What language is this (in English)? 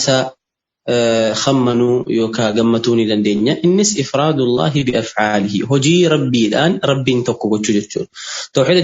Oromo